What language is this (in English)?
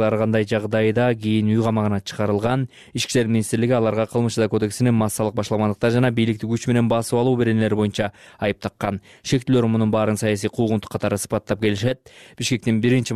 Kyrgyz